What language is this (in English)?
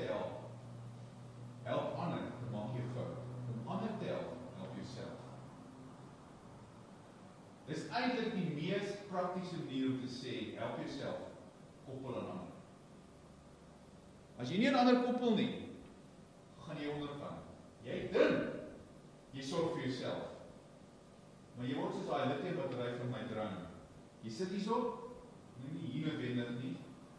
Afrikaans